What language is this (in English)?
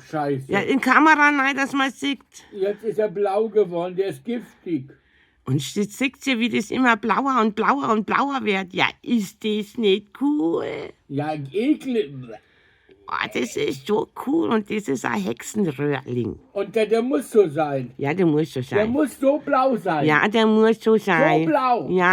Bavarian